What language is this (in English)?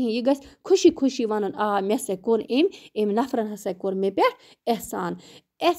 Kashmiri